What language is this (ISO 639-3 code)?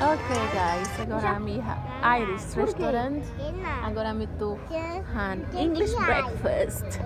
tet